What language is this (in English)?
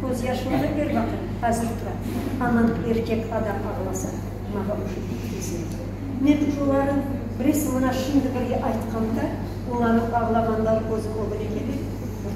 Crimean Tatar